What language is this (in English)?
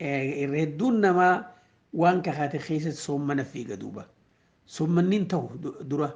Oromo